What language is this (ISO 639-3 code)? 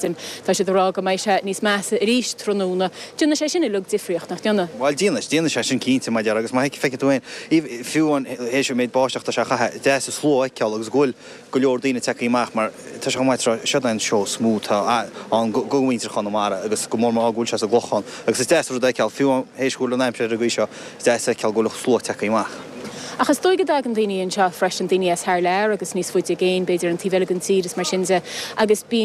gle